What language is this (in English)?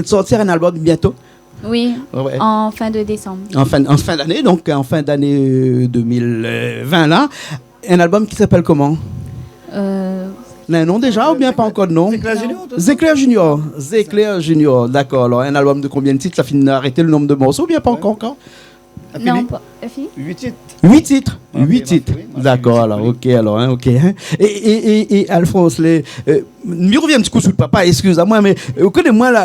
Réunion Creole French